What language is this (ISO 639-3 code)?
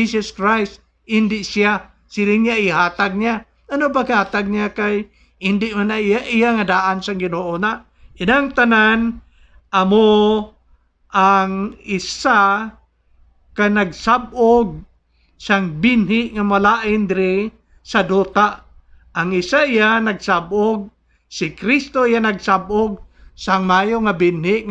hil